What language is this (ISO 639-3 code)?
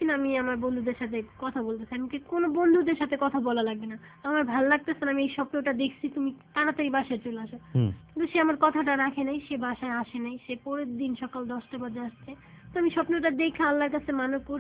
ben